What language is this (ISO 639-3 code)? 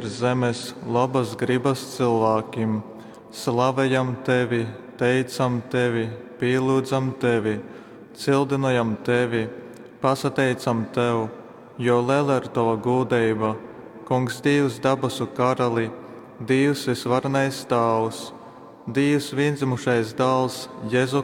ltg